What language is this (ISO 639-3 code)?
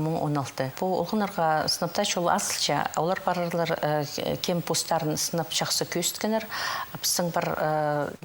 kjh